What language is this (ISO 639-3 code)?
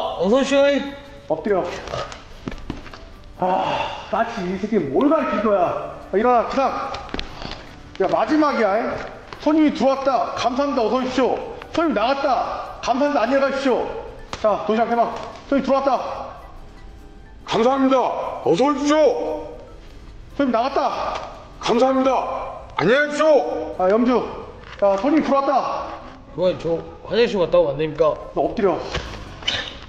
kor